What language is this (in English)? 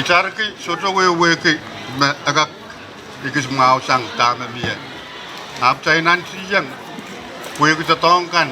Pohnpeian